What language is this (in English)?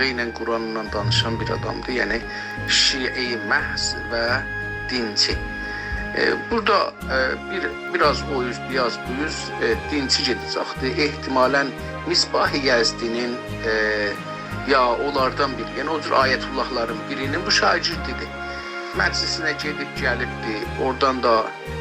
South Azerbaijani